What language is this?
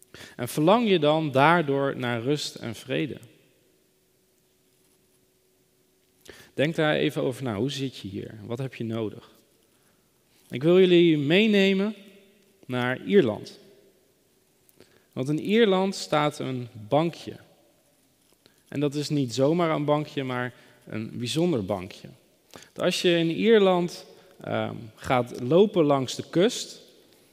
Dutch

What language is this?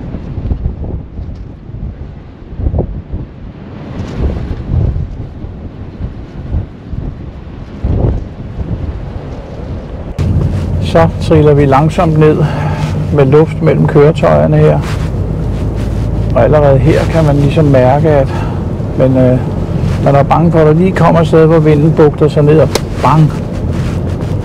Danish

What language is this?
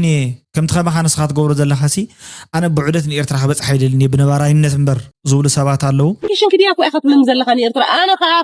Tigrinya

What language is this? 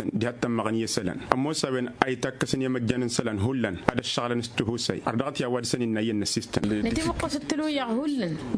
Tamasheq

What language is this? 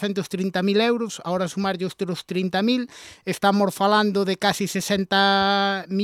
Galician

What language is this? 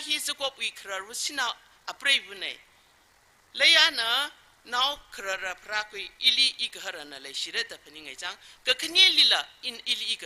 Tangkhul Naga (India)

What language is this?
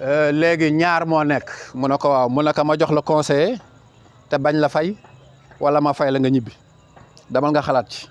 Wolof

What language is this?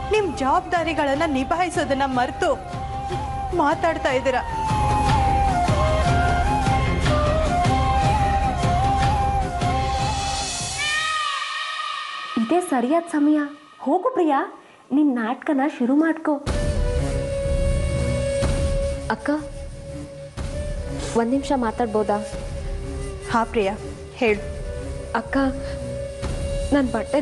Kannada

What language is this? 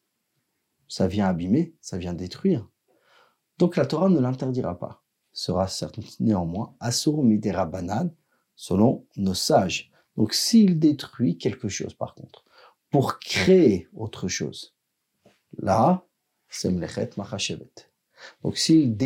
French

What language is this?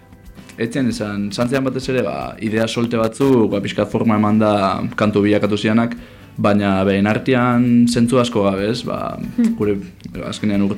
Basque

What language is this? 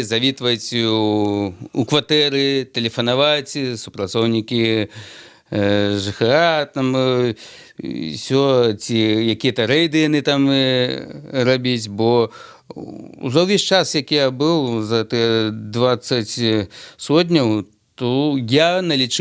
Belarusian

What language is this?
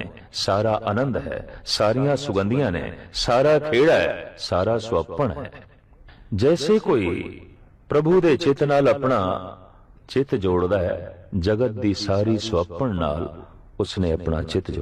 Punjabi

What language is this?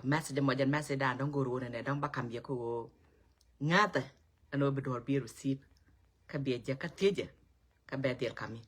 Nuer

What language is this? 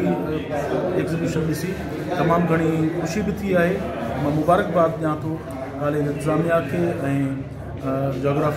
Sindhi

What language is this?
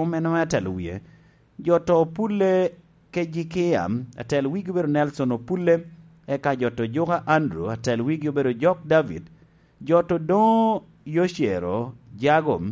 Lango (Uganda)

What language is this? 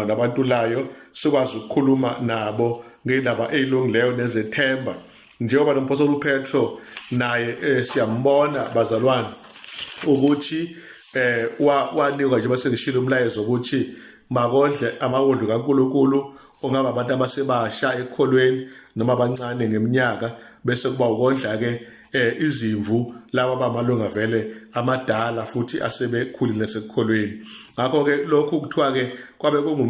Zulu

